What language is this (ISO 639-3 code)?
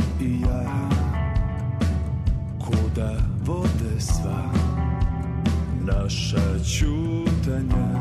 srp